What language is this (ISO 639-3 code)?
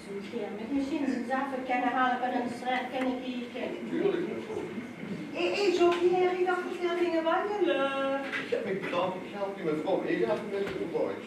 lim